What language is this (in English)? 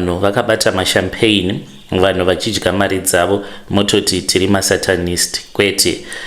Shona